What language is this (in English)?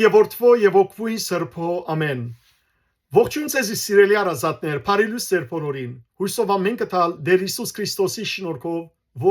Western Armenian